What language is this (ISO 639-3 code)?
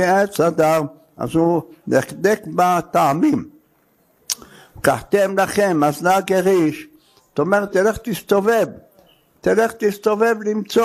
heb